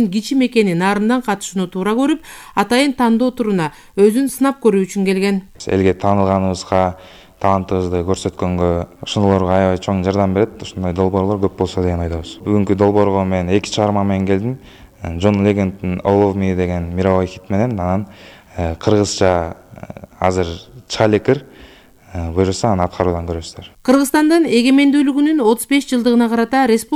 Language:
Kyrgyz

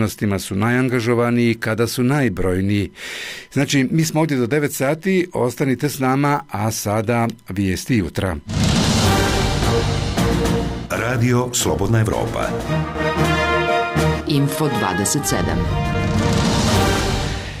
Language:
Bosnian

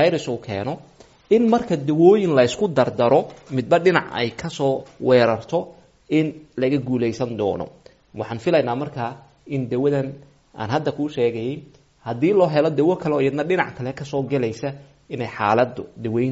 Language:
Somali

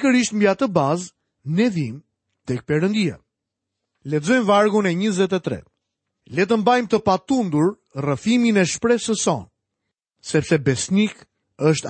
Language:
Albanian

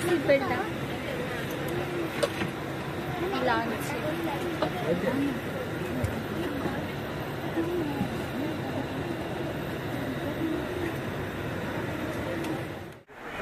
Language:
Bangla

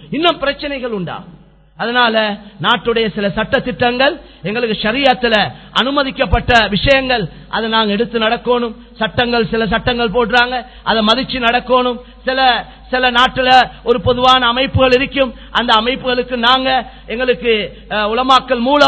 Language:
Tamil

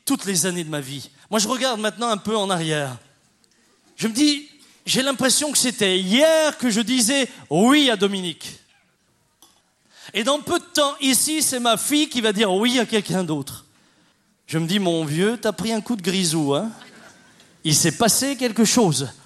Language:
French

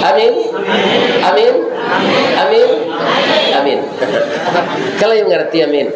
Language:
Minangkabau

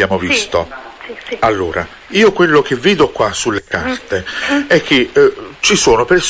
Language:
Italian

